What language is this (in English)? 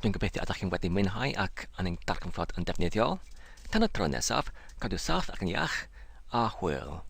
Welsh